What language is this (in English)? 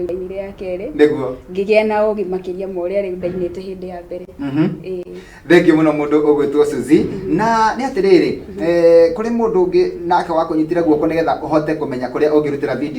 Kikuyu